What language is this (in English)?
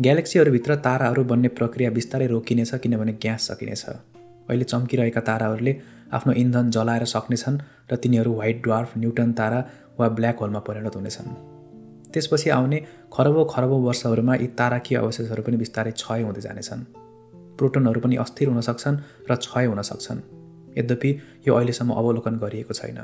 Nepali